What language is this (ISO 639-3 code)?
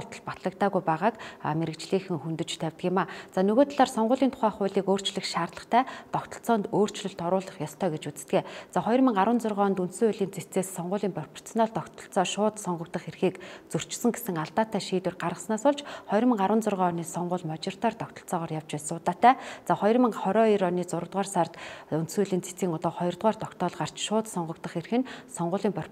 mon